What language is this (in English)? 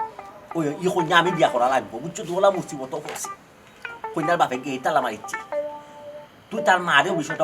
Sylheti